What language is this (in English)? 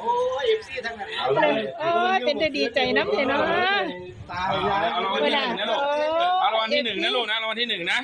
Northeastern Thai